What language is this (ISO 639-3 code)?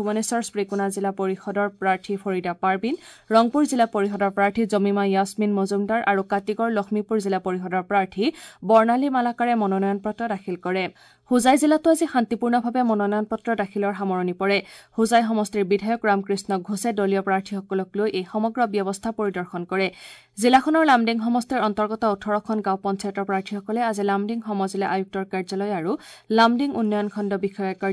asm